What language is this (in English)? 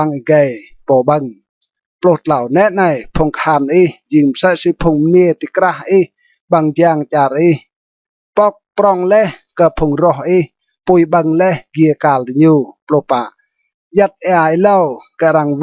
Rade